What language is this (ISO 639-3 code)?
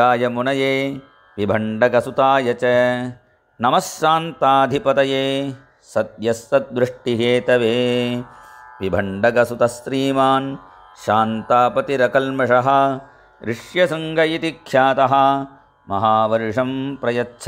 san